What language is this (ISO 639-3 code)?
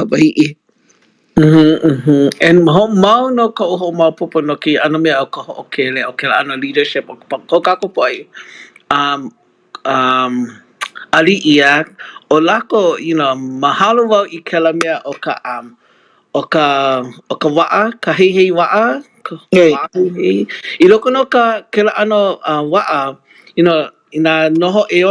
haw